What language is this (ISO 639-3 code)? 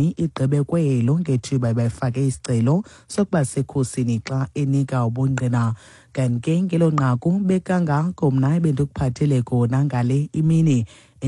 xho